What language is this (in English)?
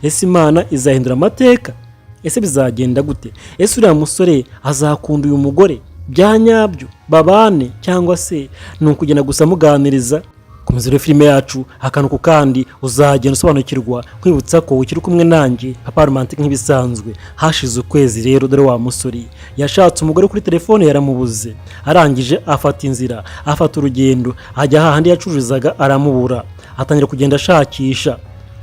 Kinyarwanda